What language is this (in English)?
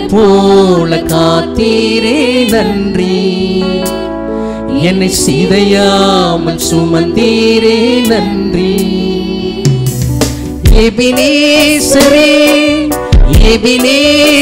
Tamil